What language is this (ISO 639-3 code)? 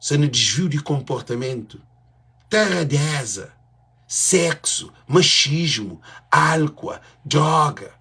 kea